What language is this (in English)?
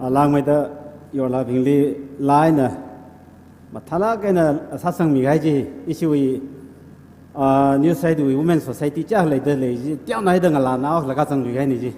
Tangkhul Naga (India)